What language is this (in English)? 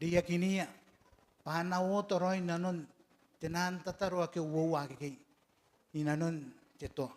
Gilbertese